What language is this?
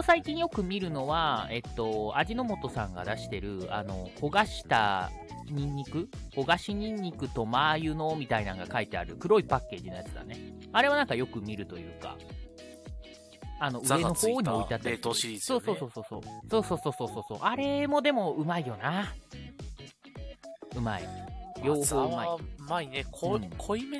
Japanese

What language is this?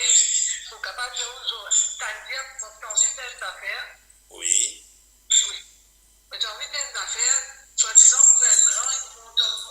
Morisyen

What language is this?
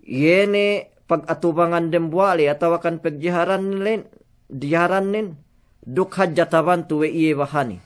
Yakan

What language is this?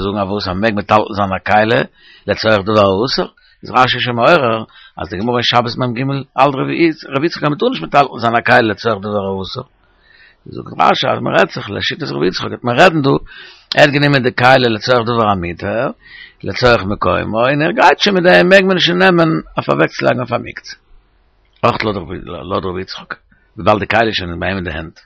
Yiddish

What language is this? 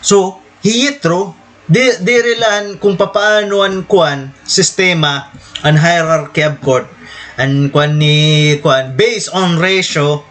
Waray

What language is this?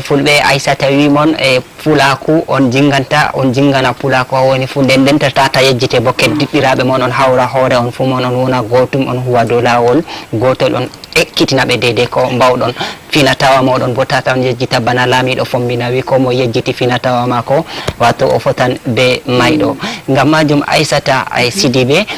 Fula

